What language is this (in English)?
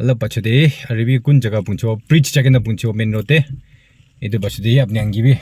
Naga Pidgin